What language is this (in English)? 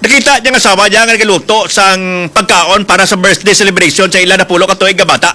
Hiligaynon